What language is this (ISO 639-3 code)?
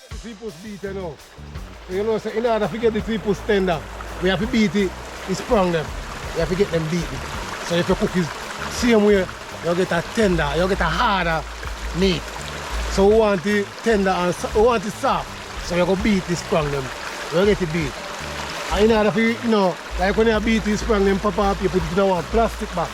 jam